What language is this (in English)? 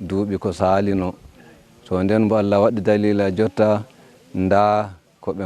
Fula